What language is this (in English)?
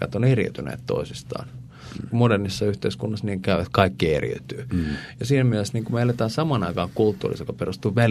Finnish